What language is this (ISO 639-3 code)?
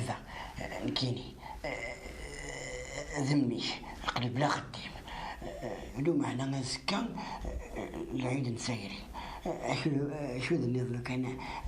kab